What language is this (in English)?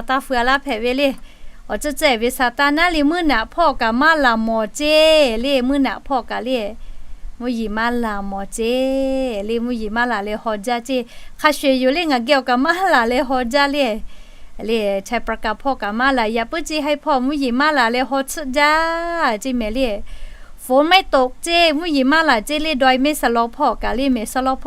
Lahu